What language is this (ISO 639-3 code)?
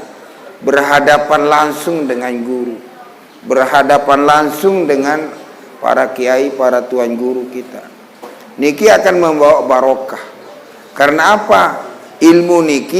sas